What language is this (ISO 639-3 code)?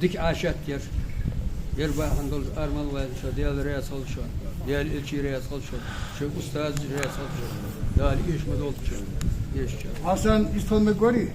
inh